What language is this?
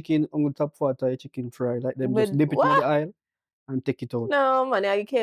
Jamaican Creole English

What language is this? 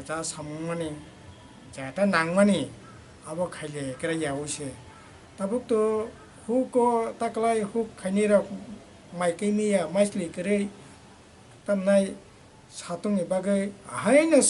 Kok Borok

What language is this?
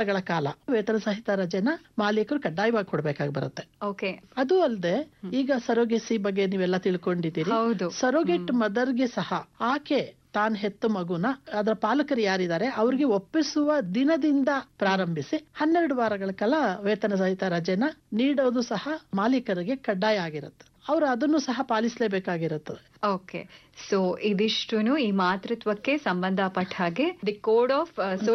Kannada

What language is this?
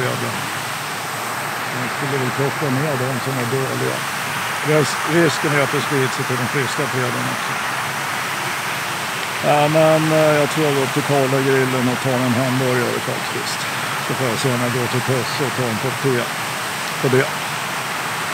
Swedish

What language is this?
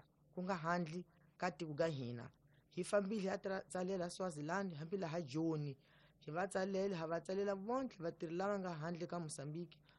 Tsonga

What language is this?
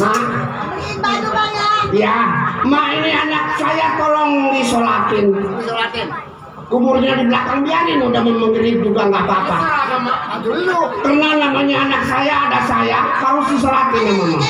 Betawi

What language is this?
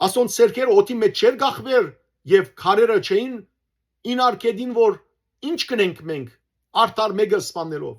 Western Armenian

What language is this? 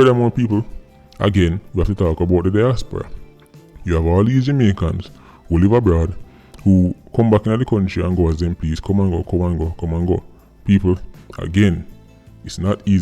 Jamaican Creole English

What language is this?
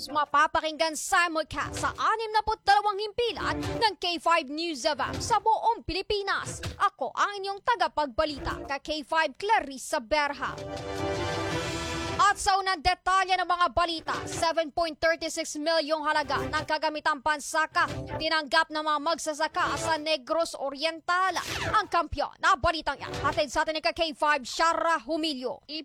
Filipino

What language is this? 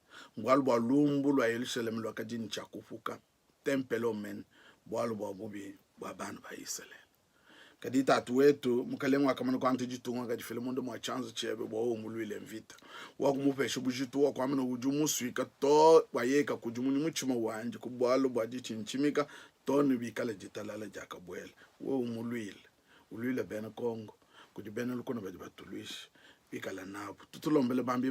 Luba-Lulua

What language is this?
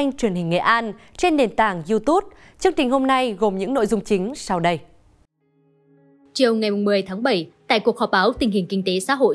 Vietnamese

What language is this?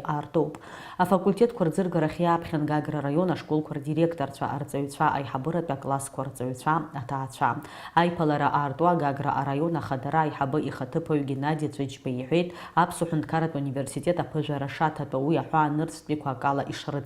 Abkhazian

